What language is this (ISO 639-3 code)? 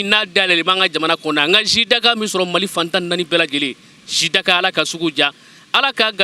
bam